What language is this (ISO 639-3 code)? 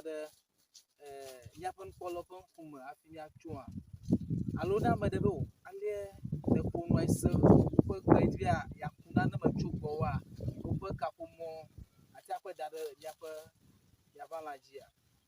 ewe